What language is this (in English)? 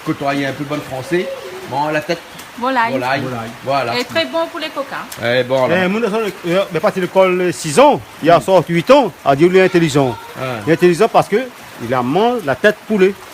Réunion Creole French